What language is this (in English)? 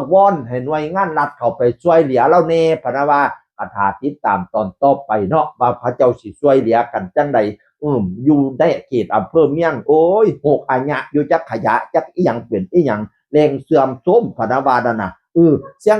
Northeastern Thai